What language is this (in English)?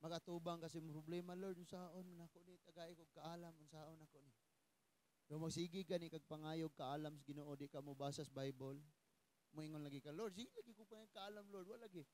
Cebuano